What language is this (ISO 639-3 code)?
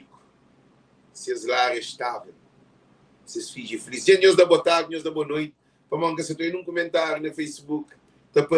kea